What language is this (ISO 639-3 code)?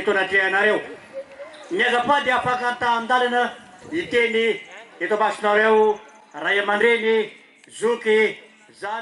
mlg